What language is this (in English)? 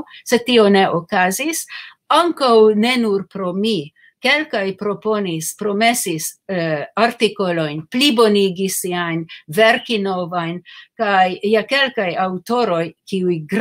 Esperanto